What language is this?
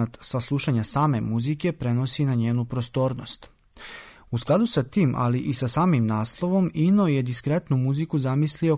Serbian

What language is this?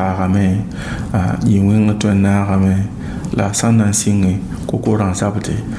Mossi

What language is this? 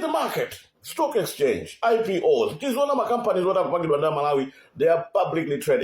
Nyanja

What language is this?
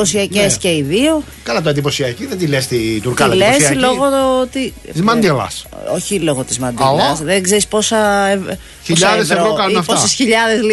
Greek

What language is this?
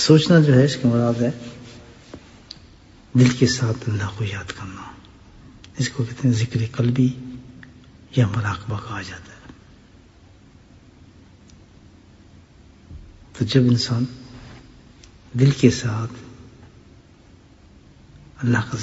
Urdu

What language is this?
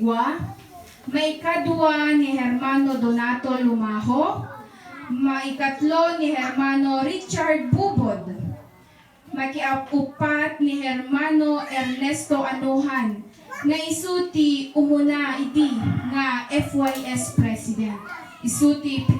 Iloko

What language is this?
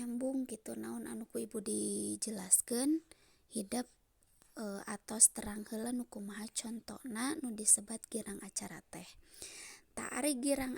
Sundanese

